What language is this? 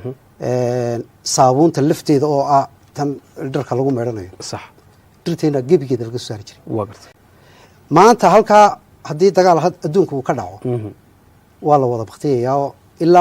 Somali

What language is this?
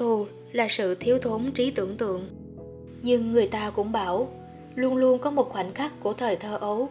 Vietnamese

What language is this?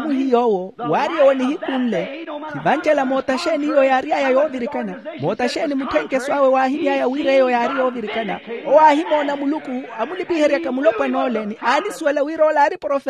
Makhuwa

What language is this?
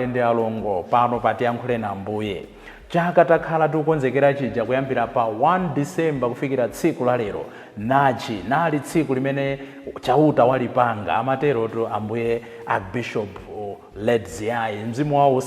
Nyanja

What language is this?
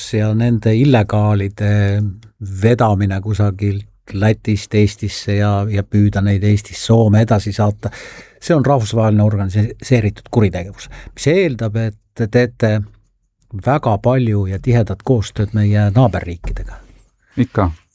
Estonian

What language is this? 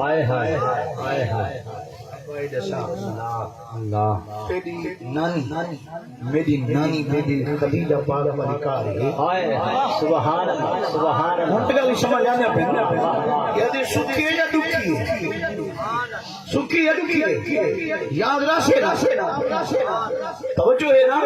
Saraiki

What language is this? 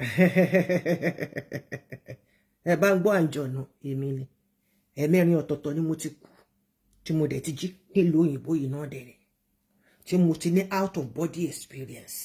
Yoruba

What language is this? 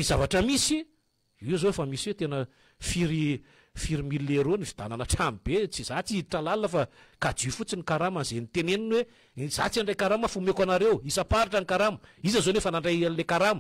Malagasy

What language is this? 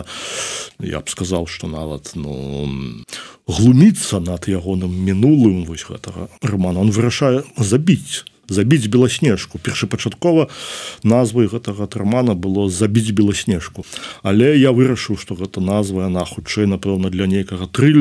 Belarusian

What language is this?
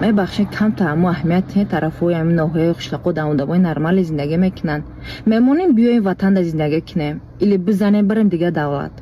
Tajik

